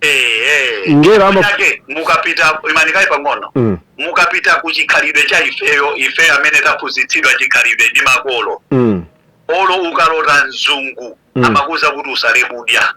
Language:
Nyanja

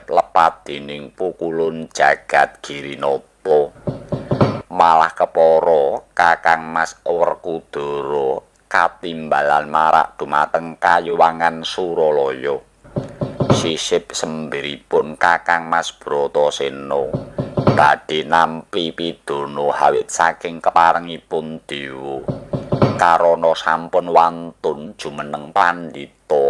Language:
Javanese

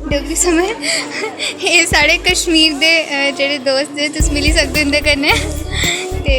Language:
Dogri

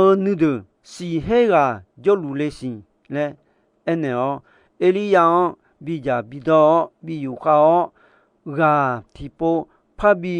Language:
Akha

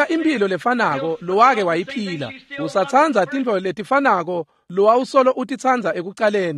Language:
Swati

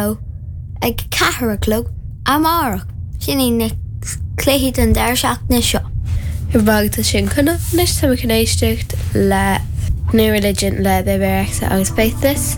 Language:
Irish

